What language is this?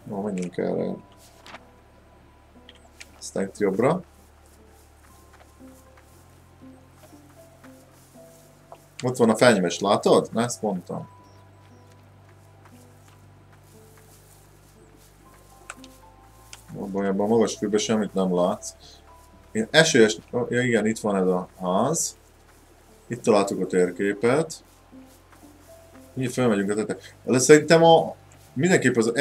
Hungarian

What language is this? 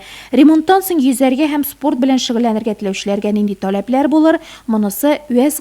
Tatar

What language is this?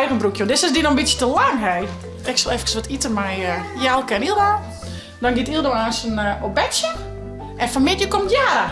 Western Frisian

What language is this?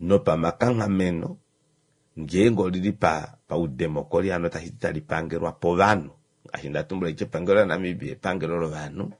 Kuanyama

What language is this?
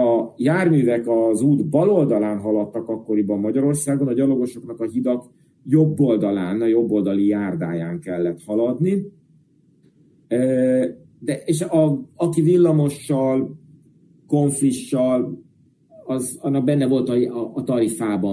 Hungarian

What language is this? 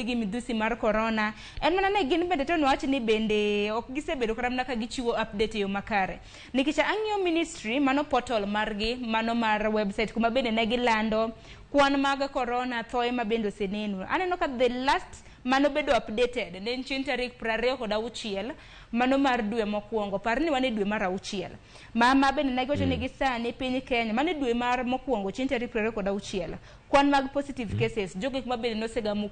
Luo (Kenya and Tanzania)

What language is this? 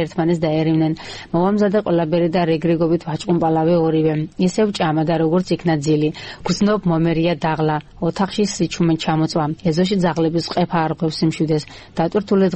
Georgian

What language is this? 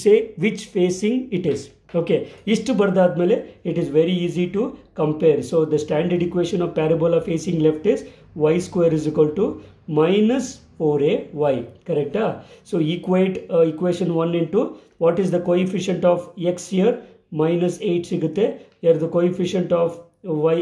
Kannada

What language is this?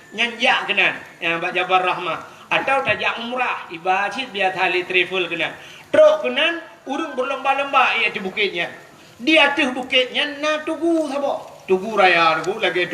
Achinese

